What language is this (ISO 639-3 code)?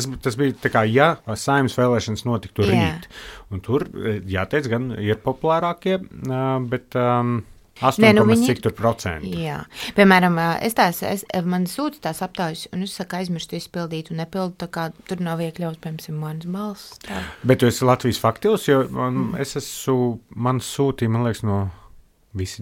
lav